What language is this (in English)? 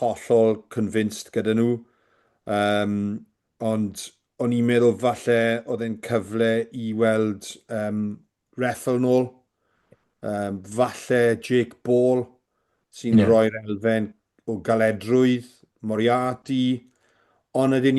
Welsh